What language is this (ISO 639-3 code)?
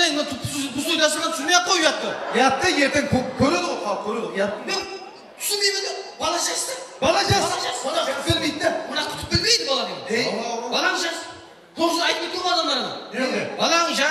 kaa